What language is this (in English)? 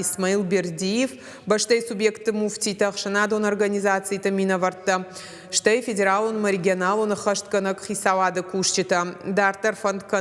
Ossetic